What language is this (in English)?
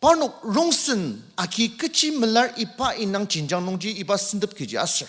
Ao Naga